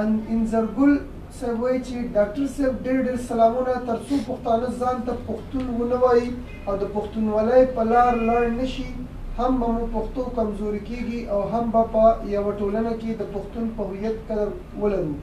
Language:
Pashto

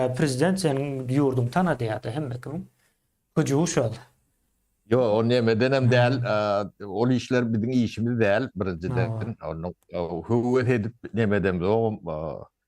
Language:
Turkmen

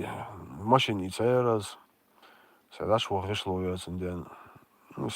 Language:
Chechen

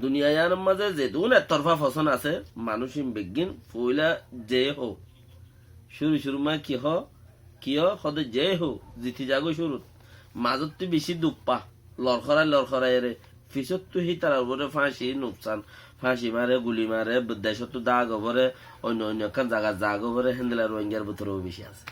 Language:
Rohingya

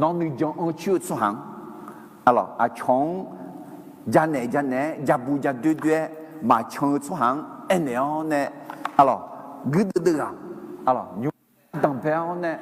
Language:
Akha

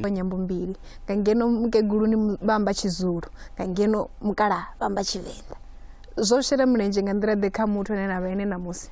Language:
Venda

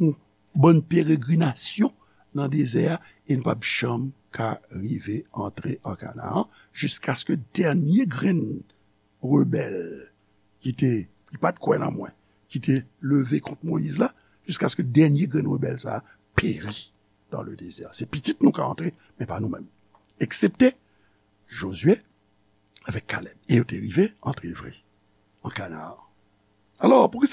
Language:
Haitian Creole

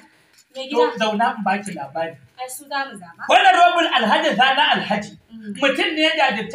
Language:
Hausa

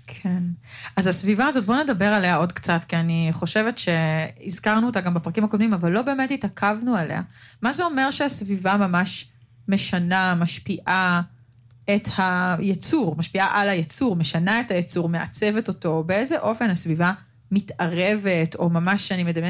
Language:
Hebrew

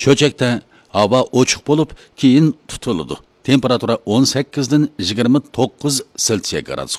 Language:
Uyghur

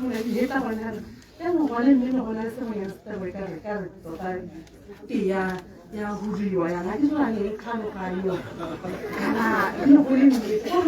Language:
Tswana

